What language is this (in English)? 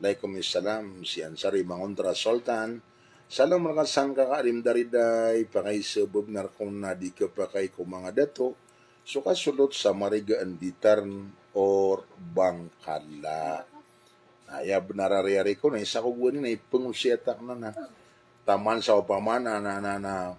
Maranao